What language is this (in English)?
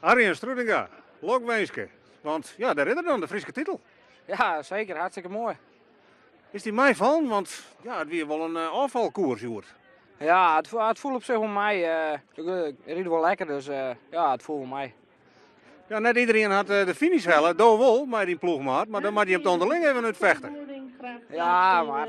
Western Frisian